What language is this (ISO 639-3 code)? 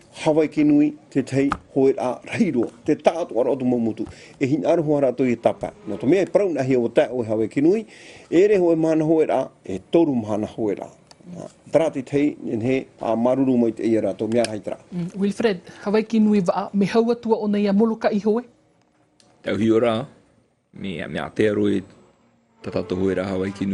tah